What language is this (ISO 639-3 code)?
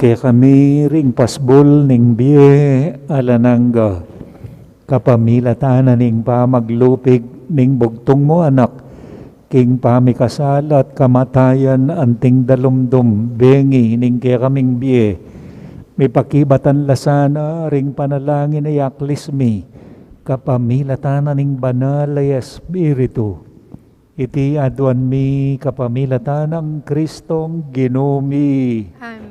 pam